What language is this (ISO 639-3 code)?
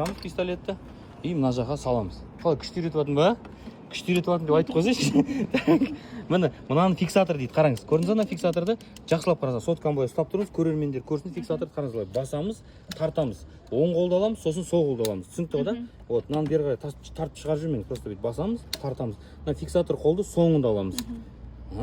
kaz